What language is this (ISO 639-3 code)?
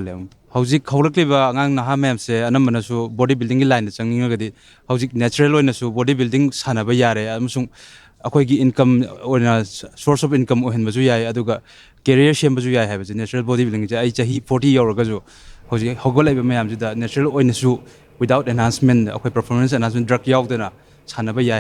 mni